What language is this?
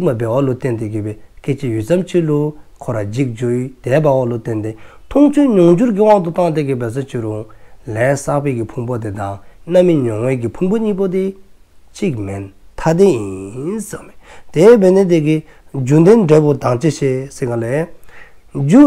Dzongkha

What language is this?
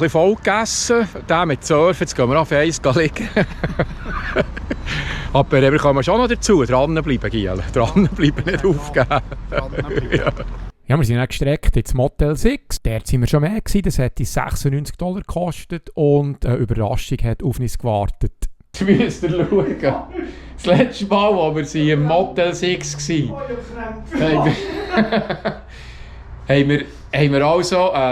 Swiss German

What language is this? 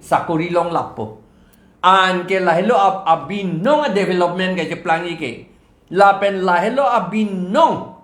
Karbi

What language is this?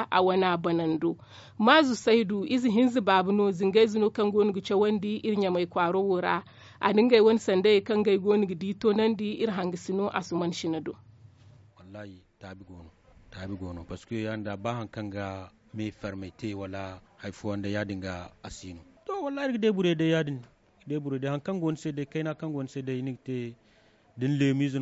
Zarma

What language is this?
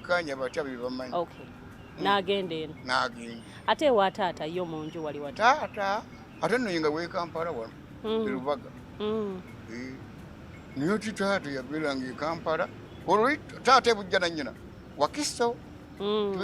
Ganda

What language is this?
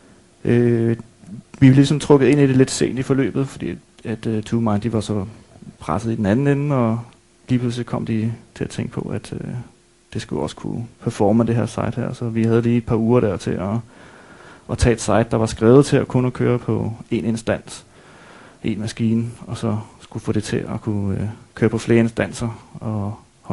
Danish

